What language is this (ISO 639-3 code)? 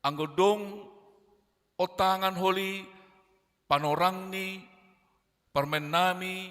bts